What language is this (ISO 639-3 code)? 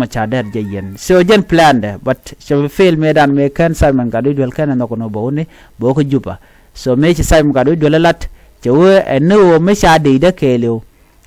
nus